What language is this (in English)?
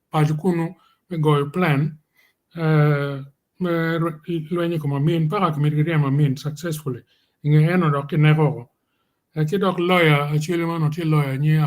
Acoli